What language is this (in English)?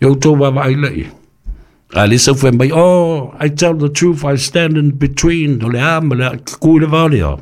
Samoan